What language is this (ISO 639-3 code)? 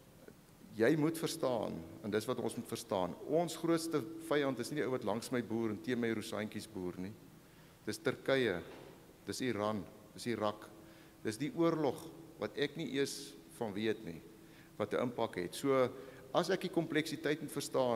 afr